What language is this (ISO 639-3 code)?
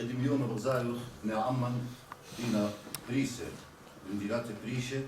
aii